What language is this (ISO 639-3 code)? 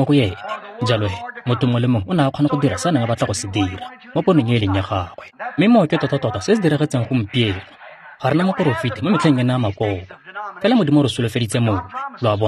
tsn